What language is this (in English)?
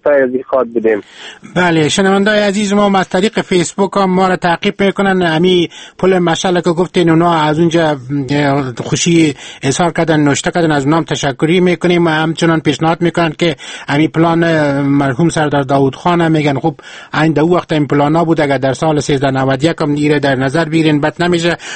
Persian